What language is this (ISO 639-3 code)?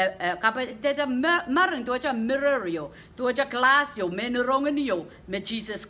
pon